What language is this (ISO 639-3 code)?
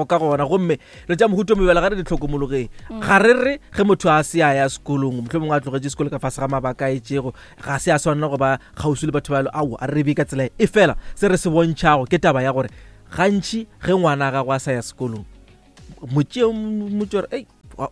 nso